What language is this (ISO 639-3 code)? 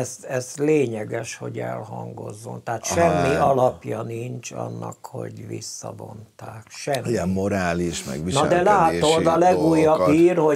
hun